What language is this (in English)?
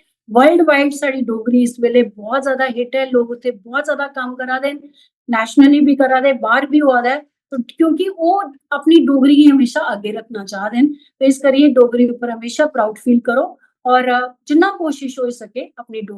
Dogri